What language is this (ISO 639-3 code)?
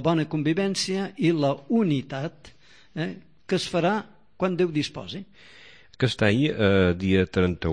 cat